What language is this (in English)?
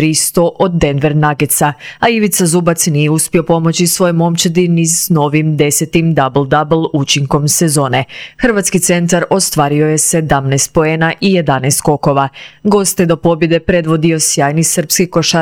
Croatian